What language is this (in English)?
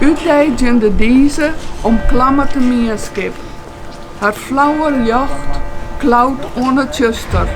Western Frisian